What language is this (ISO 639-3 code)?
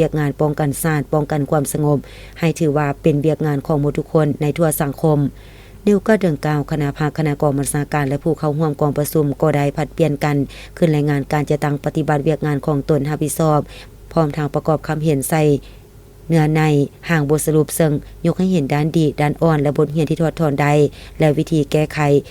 lao